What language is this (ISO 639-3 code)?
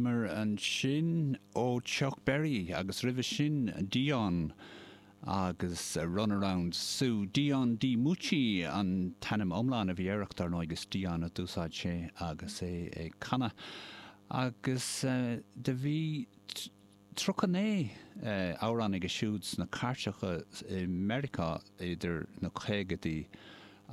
gle